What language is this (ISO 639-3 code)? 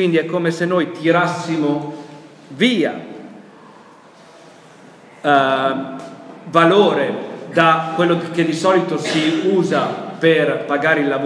ita